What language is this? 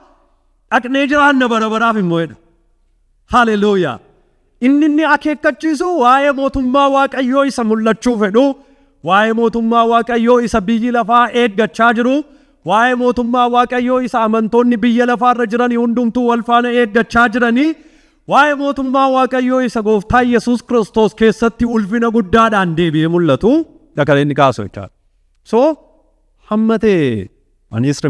Oromo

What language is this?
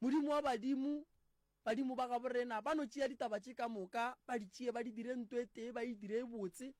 Northern Sotho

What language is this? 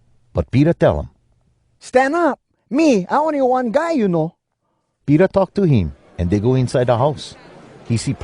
Hawai'i Creole English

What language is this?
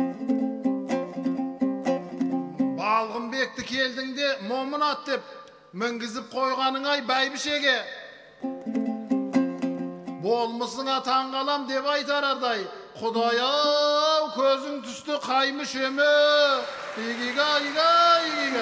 Kazakh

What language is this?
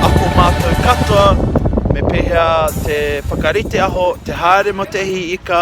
Māori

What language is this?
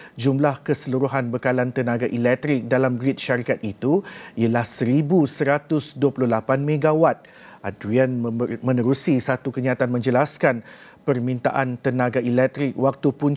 Malay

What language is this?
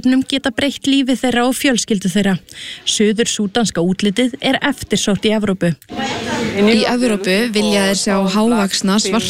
Icelandic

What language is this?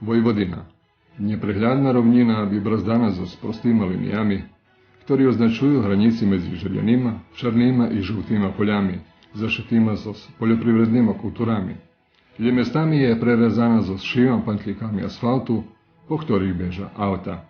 Rusyn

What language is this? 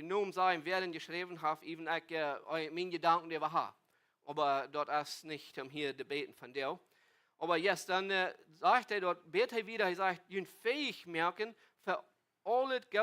Plautdietsch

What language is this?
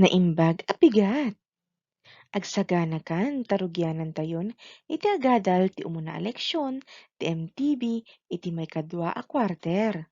Iloko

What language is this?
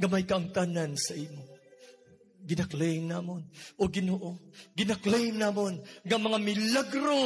Hiligaynon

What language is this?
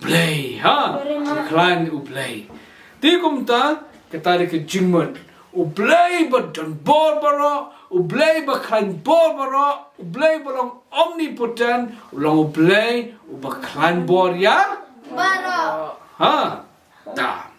Khasi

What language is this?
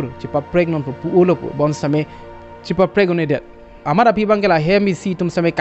Karbi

